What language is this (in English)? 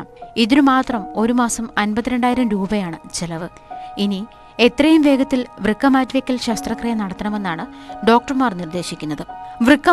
Malayalam